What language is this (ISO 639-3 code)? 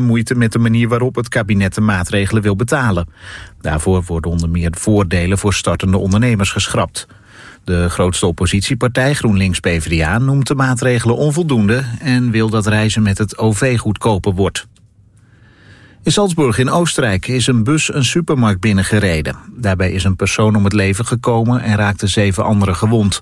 nld